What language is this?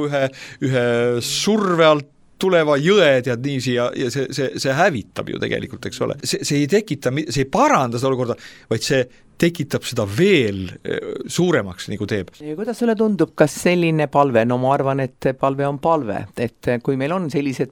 Estonian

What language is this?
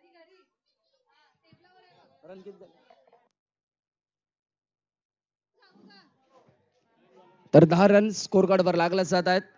Marathi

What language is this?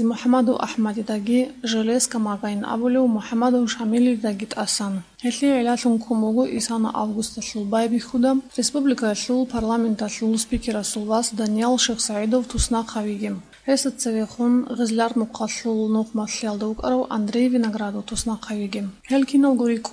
Avaric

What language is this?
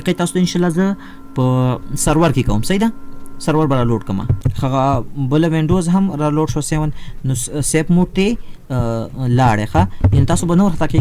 Pashto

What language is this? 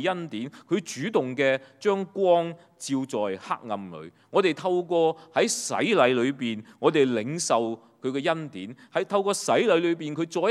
Cantonese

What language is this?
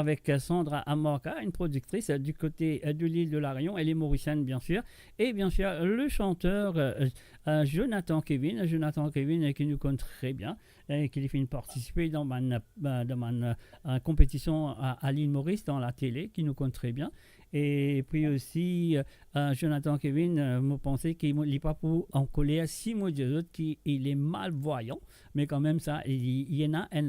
Morisyen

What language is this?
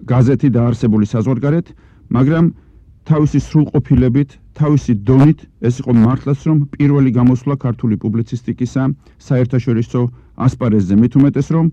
Georgian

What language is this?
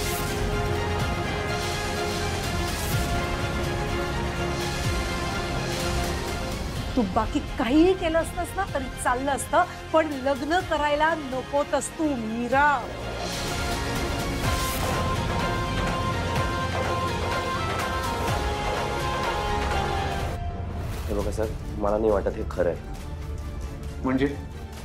Marathi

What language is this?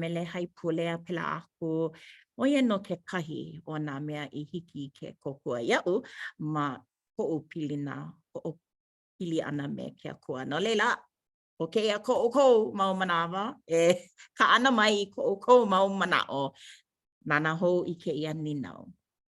Hawaiian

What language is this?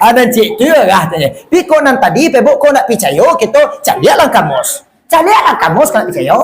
Minangkabau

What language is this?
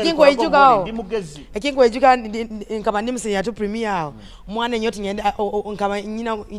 Nyoro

